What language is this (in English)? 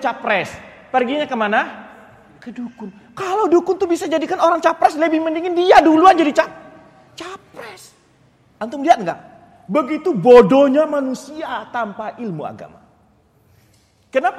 Indonesian